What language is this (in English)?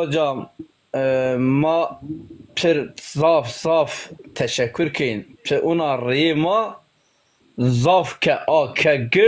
Zaza